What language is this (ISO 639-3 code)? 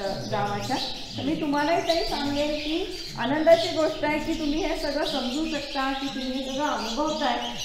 mar